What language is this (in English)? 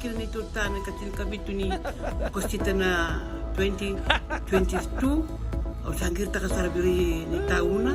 Fijian